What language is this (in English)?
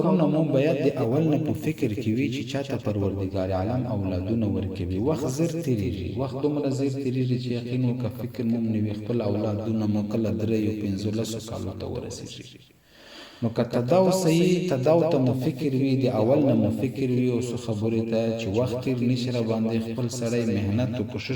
Pashto